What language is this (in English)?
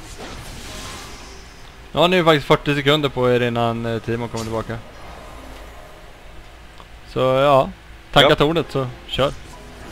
Swedish